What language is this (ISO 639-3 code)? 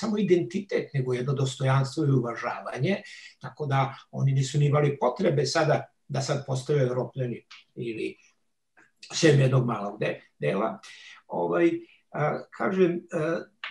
srp